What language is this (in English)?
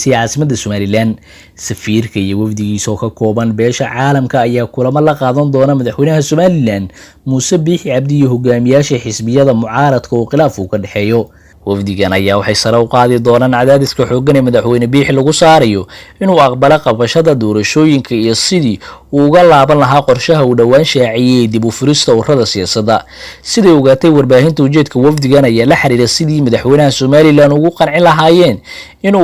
Somali